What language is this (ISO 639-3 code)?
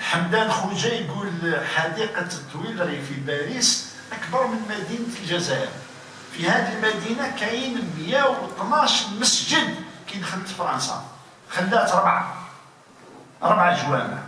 arq